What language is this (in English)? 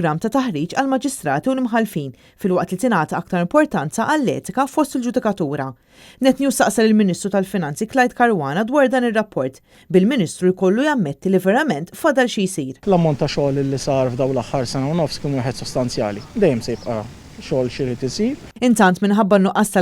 Maltese